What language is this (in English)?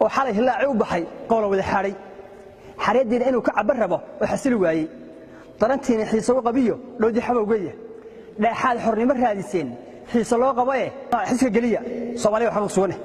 Somali